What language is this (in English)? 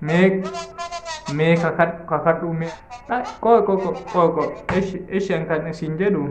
Oromo